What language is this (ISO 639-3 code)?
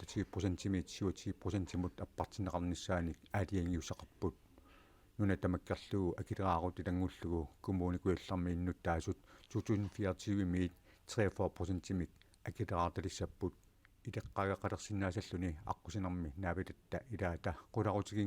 kal